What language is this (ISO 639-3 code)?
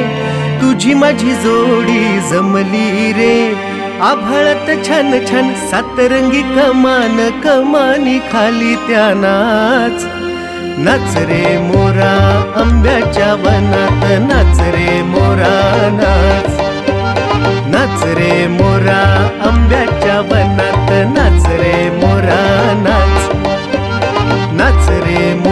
mar